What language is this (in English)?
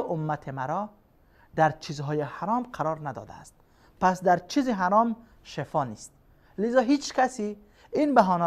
Persian